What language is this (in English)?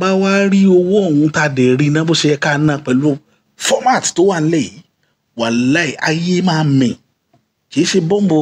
Yoruba